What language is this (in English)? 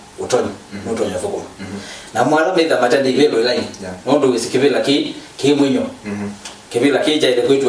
Kamba